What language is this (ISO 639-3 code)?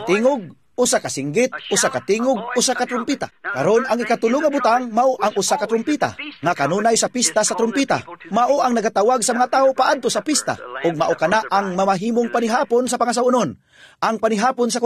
ceb